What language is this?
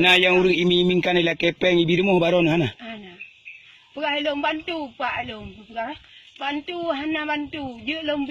Achinese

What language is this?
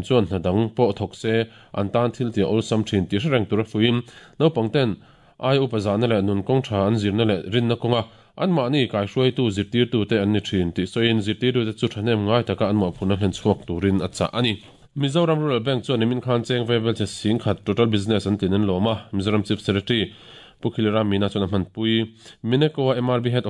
Mizo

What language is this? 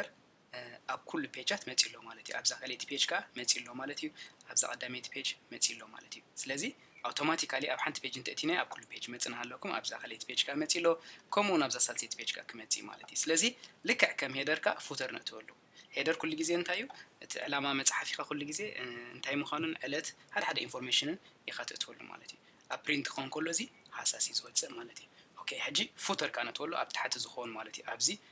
Tigrinya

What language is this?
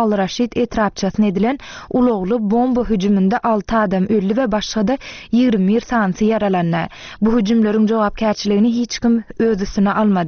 Turkmen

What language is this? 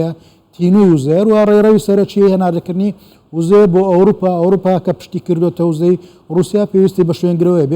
Central Kurdish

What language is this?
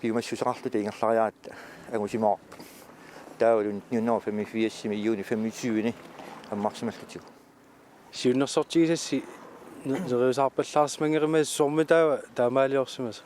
Kalaallisut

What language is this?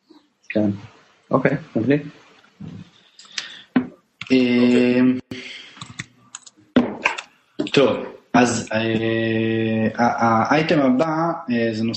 Hebrew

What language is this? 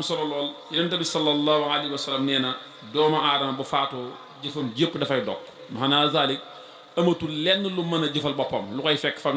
Wolof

